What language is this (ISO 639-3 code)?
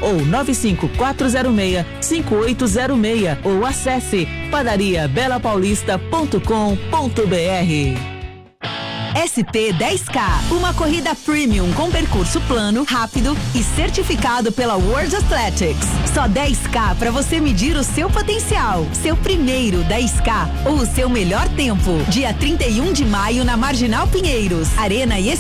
por